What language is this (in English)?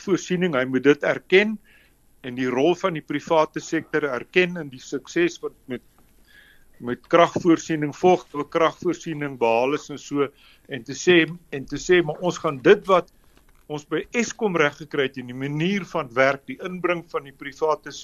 Afrikaans